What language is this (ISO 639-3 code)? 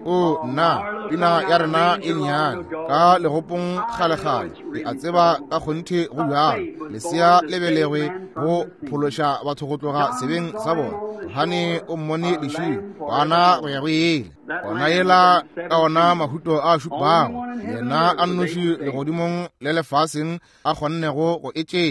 nso